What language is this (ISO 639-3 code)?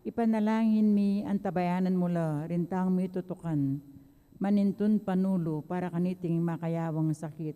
pam